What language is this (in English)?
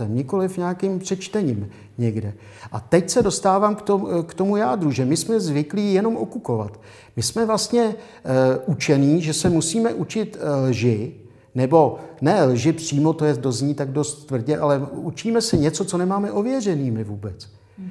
Czech